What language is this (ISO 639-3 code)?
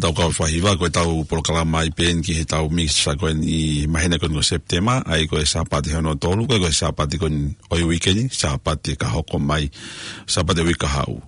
ton